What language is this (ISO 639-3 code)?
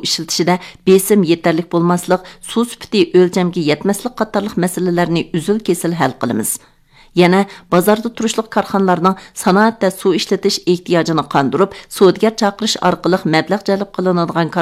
uig